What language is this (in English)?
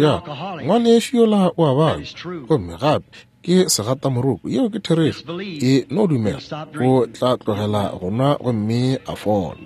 Northern Sotho